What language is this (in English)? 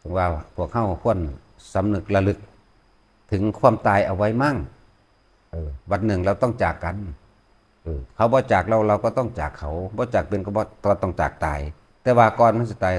Northeastern Thai